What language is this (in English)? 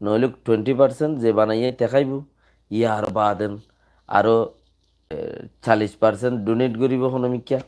Rohingya